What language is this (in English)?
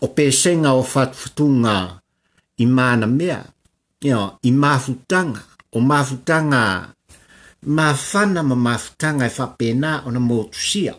Samoan